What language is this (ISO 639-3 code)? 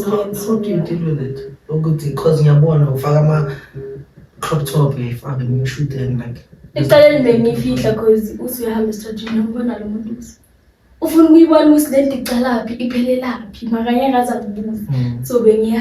zul